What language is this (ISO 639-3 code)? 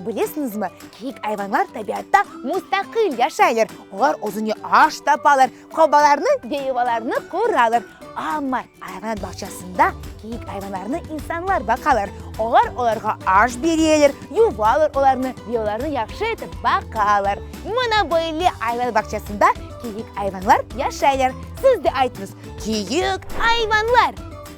crh